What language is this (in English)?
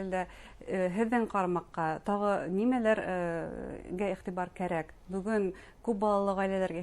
Bashkir